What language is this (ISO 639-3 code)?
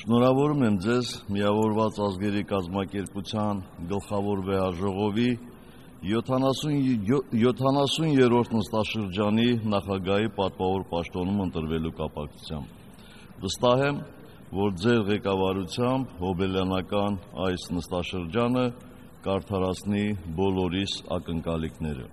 hye